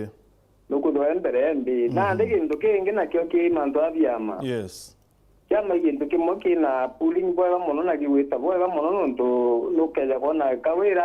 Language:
Meru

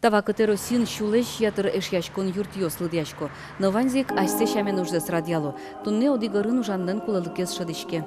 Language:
Udmurt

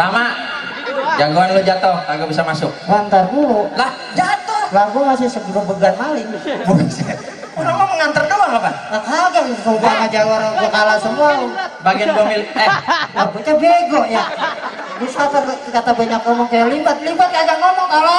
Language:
Betawi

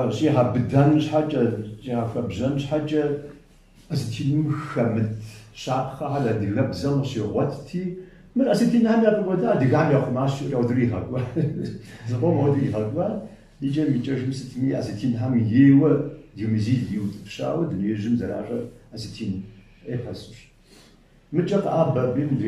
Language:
Kabardian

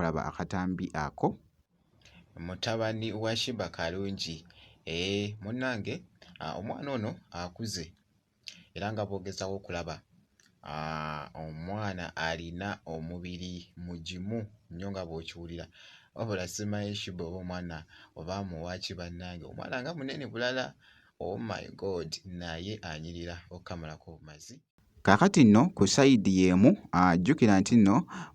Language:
Ganda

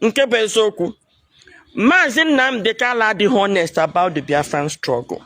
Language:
Igbo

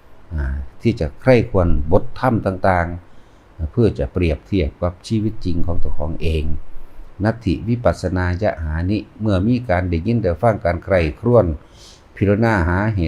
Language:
Northeastern Thai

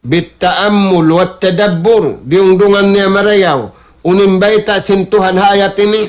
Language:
Tausug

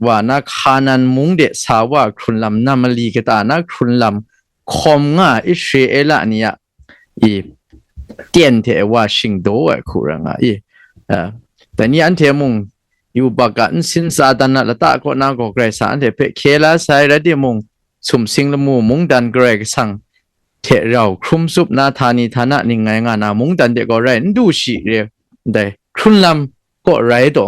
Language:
Kachin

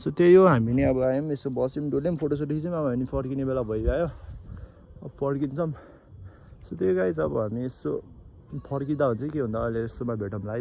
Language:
Nepali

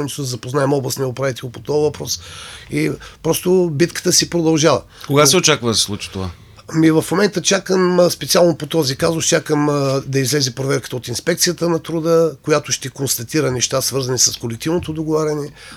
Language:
Bulgarian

